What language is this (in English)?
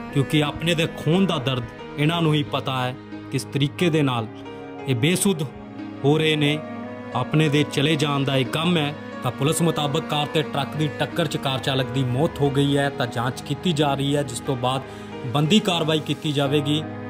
Punjabi